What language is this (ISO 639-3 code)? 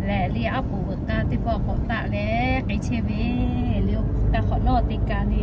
lhu